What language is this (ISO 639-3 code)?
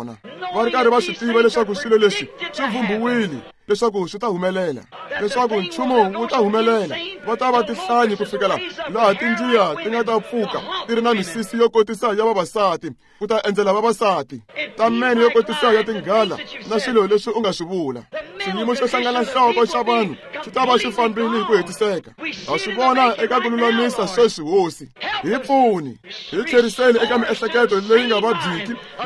tso